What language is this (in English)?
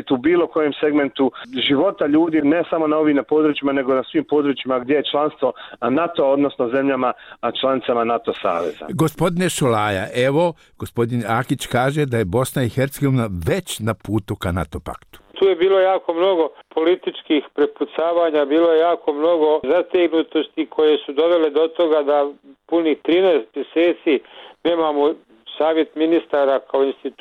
Bosnian